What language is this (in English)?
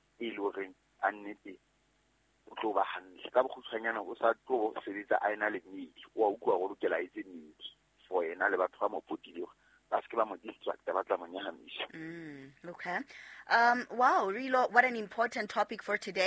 Southern Sotho